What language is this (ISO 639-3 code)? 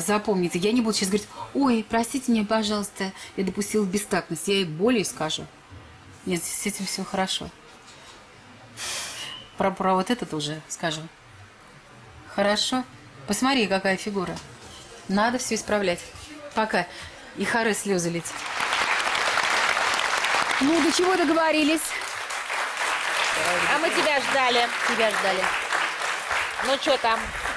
rus